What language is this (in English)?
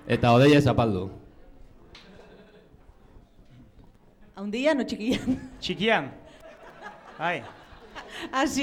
Basque